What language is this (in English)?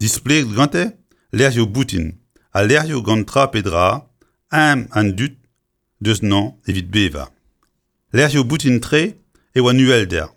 Breton